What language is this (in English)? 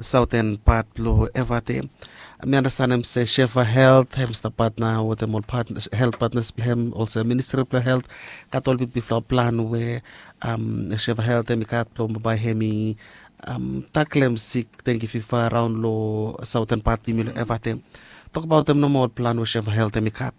Bislama